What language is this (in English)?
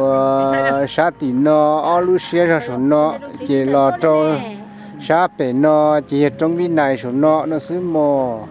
Hmong